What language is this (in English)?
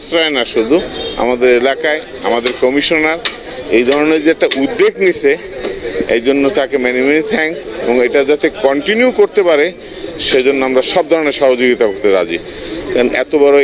Bangla